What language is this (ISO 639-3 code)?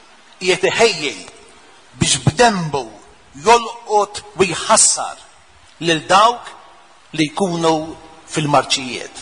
mlt